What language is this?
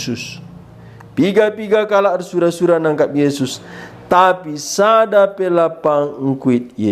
Batak Karo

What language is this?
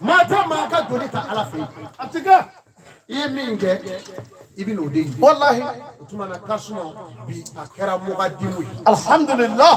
Bambara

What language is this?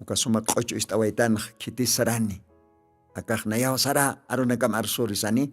Aymara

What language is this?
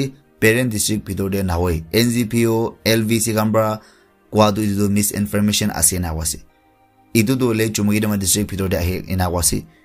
Naga Pidgin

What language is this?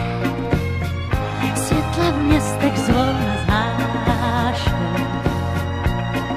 Czech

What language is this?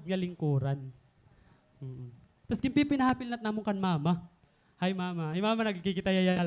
Waray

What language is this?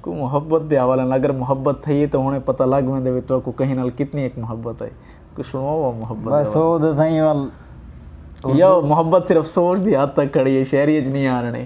Saraiki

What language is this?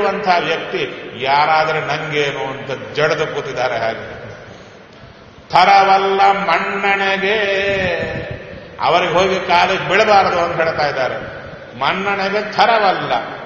Kannada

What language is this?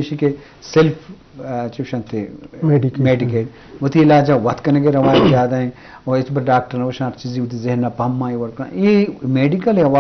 Eastern Balochi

